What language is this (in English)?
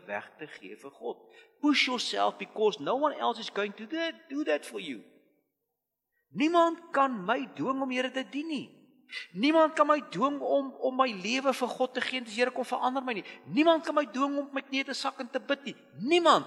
Afrikaans